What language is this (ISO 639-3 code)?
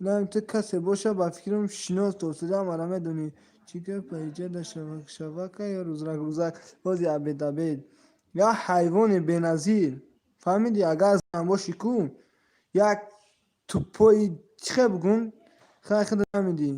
tgk